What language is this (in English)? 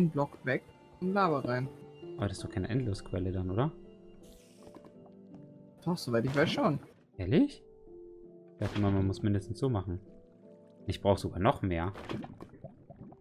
German